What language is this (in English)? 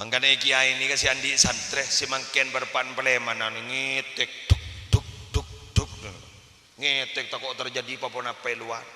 Madurese